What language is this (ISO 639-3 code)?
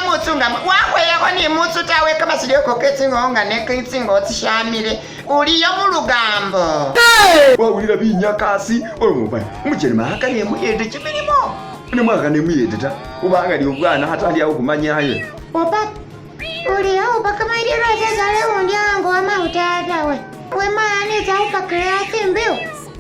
myx